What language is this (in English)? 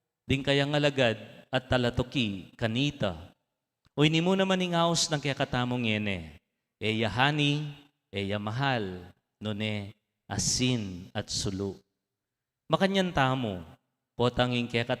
Pampanga